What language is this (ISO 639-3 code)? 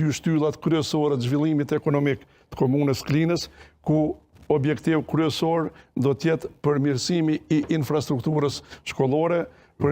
sqi